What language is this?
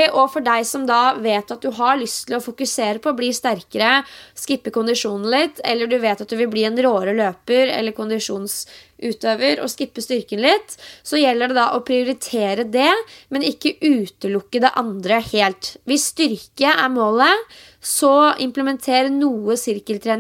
Norwegian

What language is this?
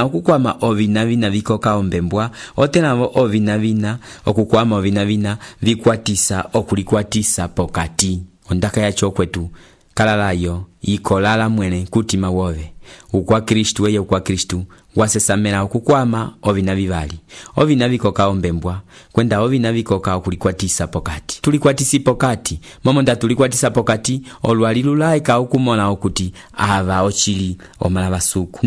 Umbundu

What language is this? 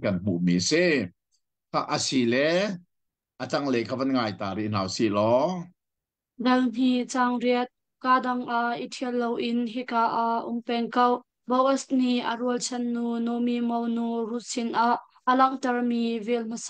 Hakha Chin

